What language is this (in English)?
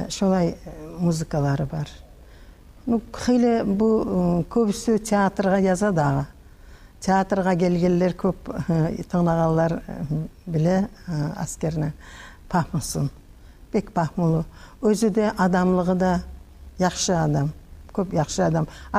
Kumyk